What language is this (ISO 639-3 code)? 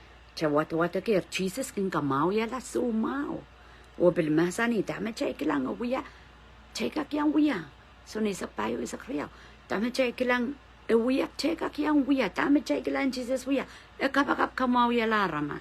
pon